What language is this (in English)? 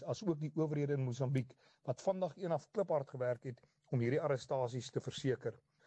Afrikaans